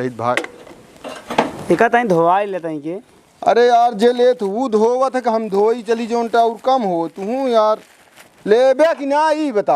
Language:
Awadhi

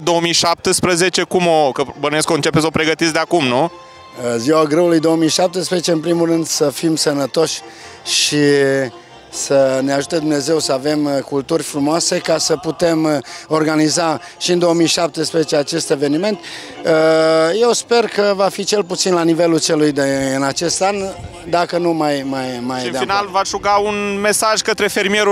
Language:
Romanian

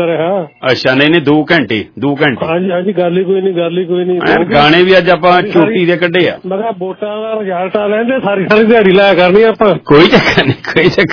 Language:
Punjabi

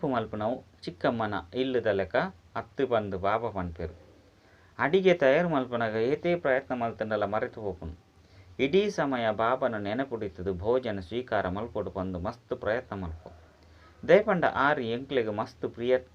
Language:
Tulu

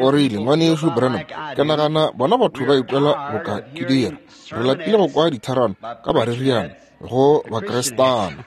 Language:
Northern Sotho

